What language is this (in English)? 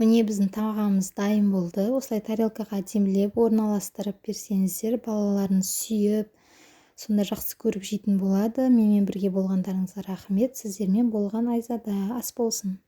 Kazakh